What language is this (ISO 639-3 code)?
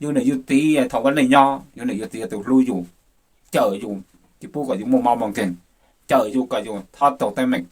hmn